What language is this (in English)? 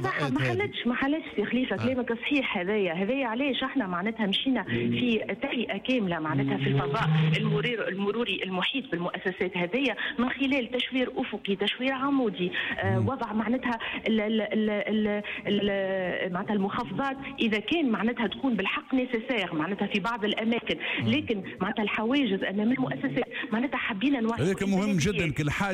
Tunisian Arabic